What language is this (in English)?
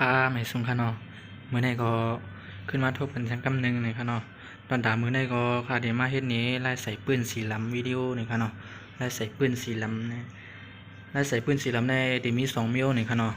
Shan